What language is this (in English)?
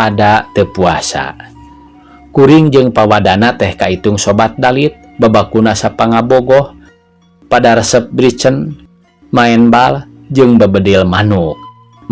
Sundanese